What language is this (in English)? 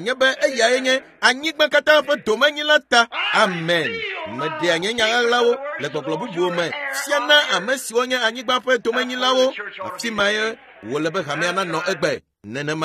Ewe